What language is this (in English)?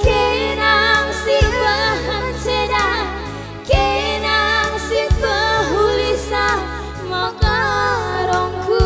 Batak Karo